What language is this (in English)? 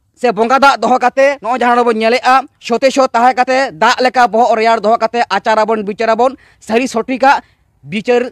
Santali